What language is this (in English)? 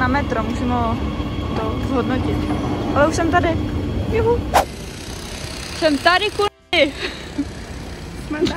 Czech